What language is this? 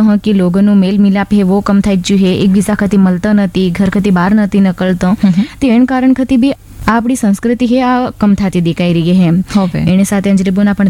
Gujarati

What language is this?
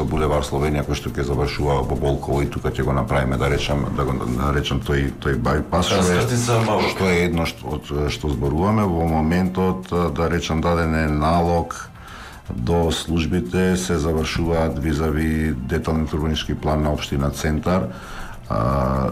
Macedonian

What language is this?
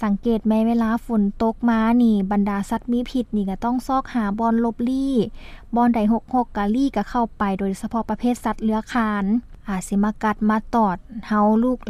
Lao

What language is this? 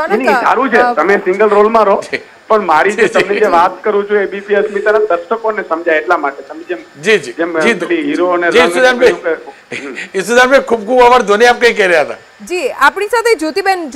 Gujarati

